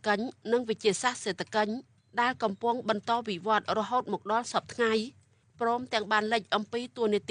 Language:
Khmer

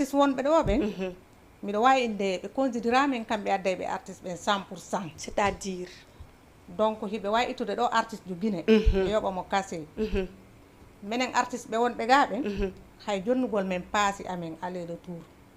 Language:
Fula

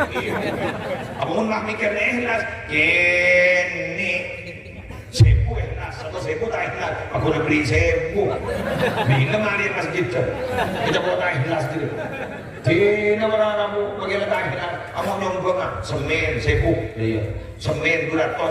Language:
Madurese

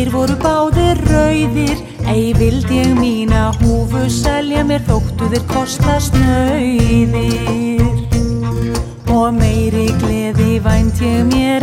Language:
Icelandic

